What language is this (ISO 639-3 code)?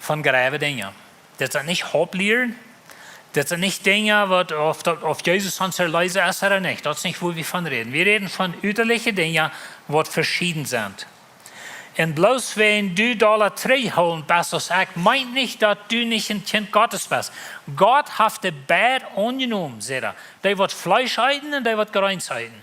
pdt